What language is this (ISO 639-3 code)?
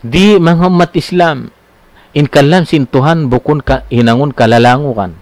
tsg